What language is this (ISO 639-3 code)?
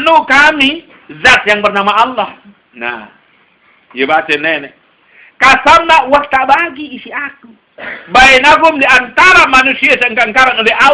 sas